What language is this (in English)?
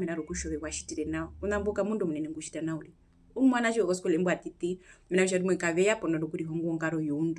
Herero